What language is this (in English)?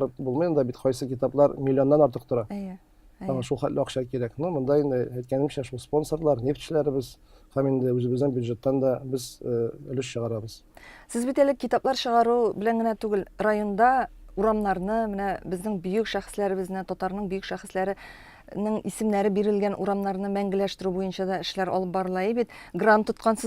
Tatar